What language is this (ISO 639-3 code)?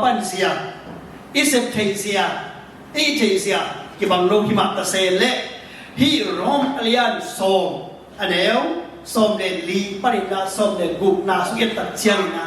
ctd